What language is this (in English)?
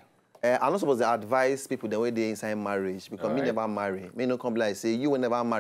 Nigerian Pidgin